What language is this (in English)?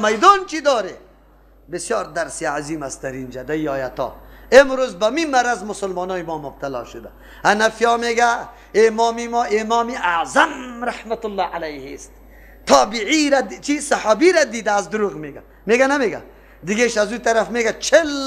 Persian